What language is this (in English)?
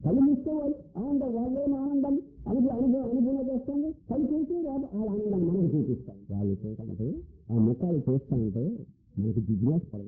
Telugu